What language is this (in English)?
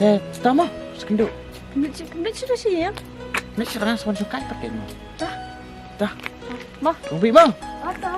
Khasi